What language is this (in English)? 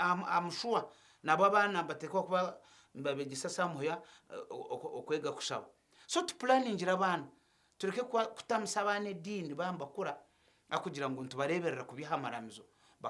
Nyankole